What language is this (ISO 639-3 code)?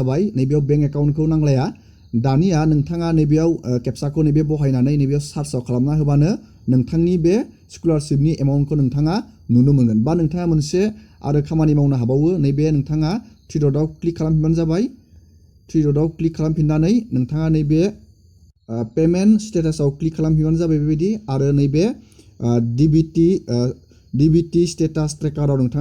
brx